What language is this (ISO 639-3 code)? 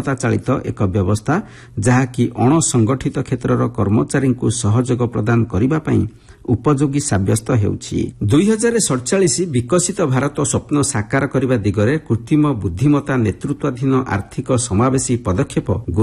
ori